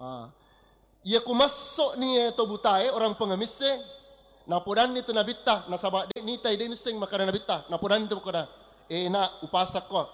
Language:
Buginese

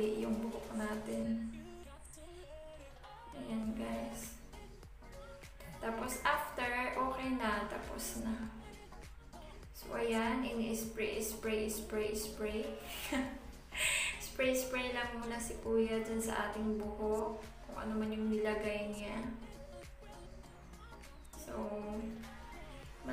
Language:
Filipino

